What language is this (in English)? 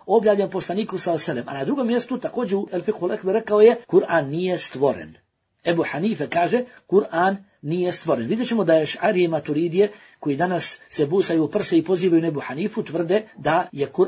Bosnian